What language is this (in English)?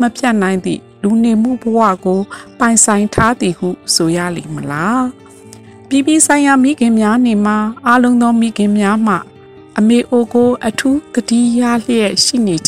Burmese